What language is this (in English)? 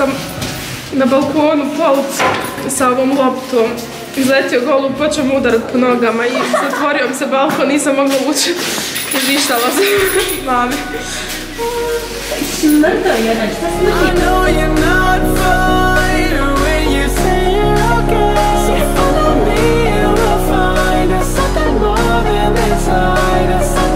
Croatian